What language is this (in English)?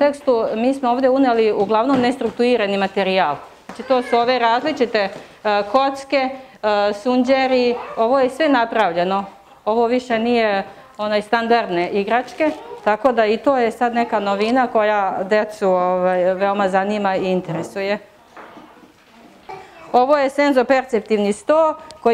Serbian